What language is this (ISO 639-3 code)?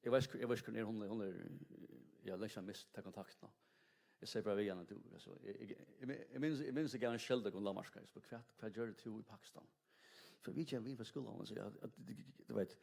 fao